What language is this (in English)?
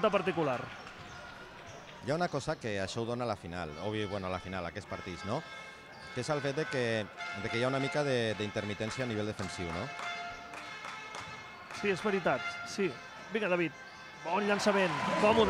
Catalan